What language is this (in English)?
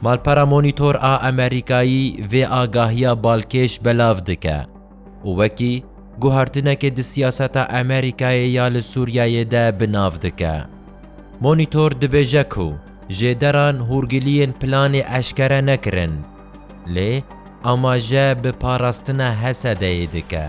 Kurdish